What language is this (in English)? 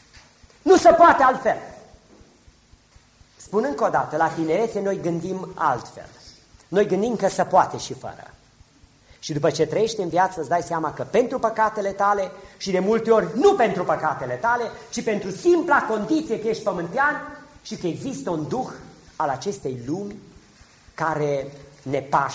Romanian